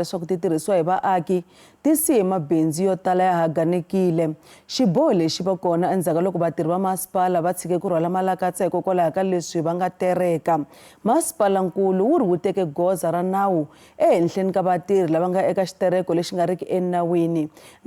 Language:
Tsonga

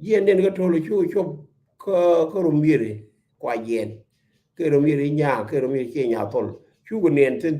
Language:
Nuer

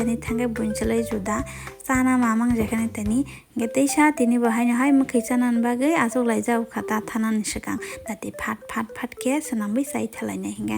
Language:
Kok Borok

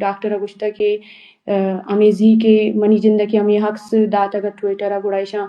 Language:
Eastern Balochi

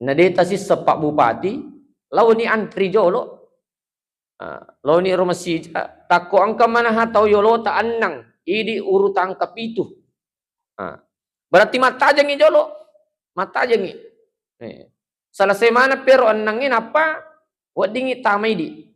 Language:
Buginese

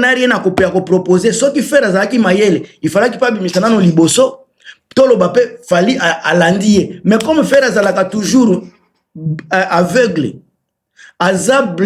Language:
Lingala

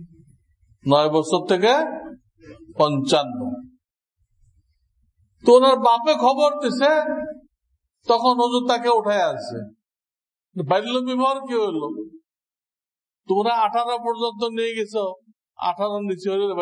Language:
Bangla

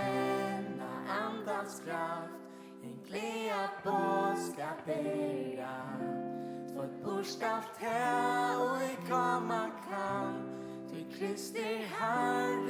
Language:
Faroese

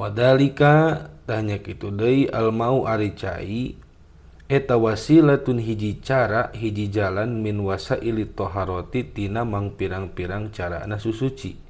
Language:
Sundanese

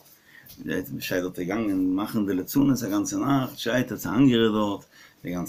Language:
Yiddish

